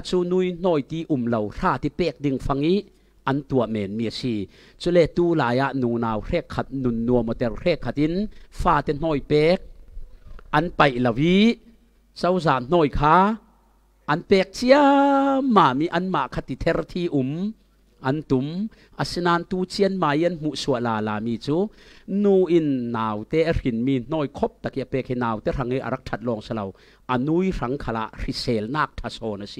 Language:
Falam Chin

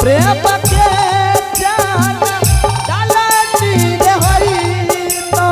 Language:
Angika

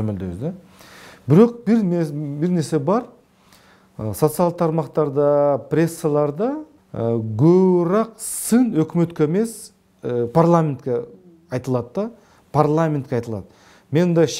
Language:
Kyrgyz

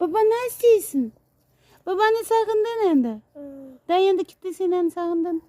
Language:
Crimean Tatar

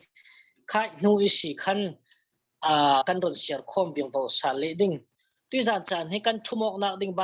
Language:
Falam Chin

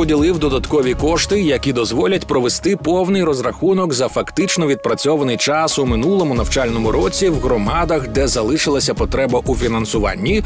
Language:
Ukrainian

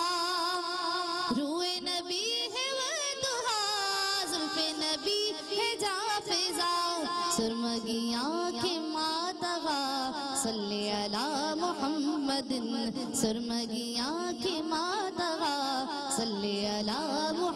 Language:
Urdu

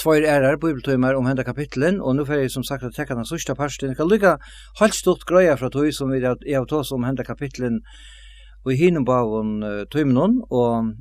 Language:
Faroese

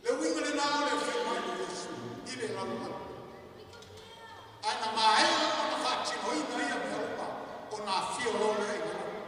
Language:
Samoan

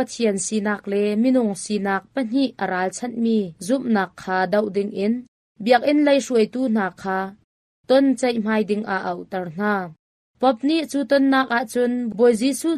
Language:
Hakha Chin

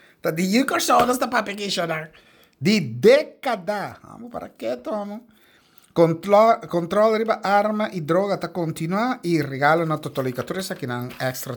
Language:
Papiamento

